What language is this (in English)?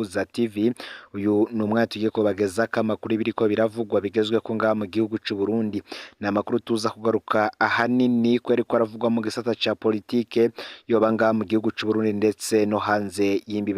Rundi